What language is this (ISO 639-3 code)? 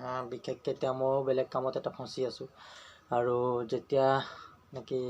asm